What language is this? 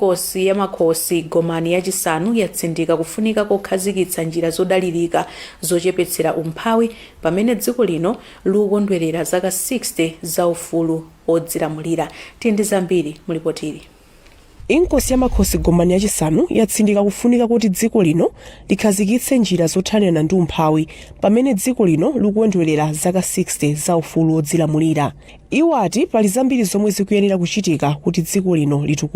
Nyanja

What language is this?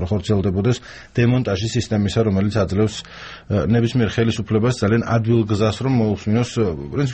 Georgian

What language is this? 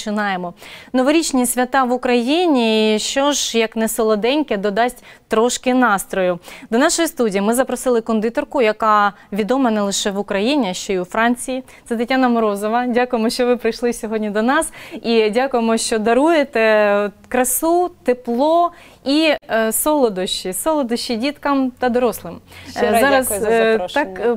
Ukrainian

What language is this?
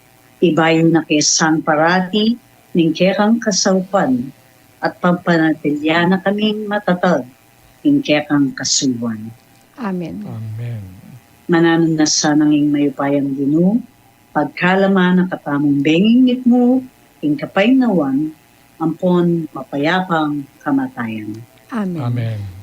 Pampanga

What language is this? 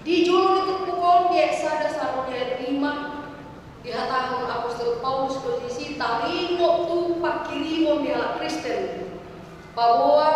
Batak Toba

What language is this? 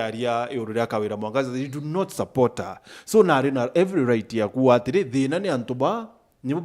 Meru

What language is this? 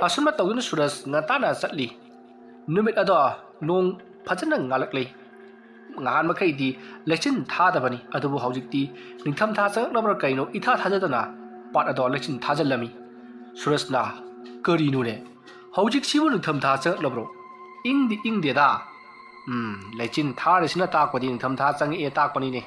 Manipuri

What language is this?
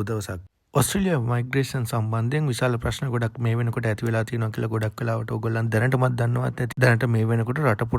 Sinhala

